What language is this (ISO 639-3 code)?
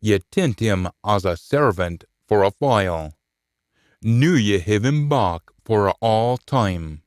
sco